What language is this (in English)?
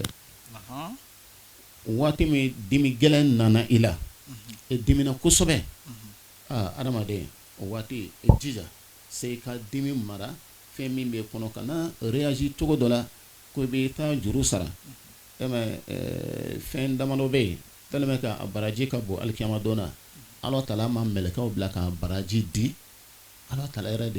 Bambara